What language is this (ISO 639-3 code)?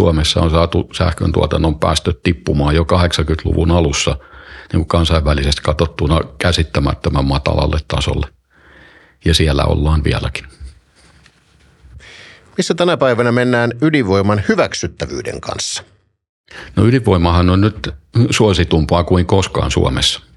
fin